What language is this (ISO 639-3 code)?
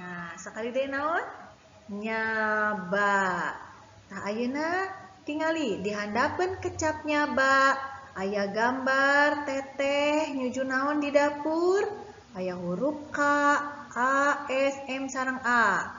sun